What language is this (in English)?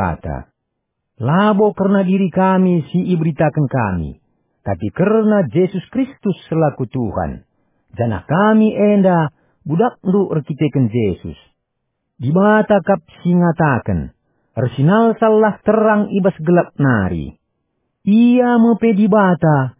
Batak Karo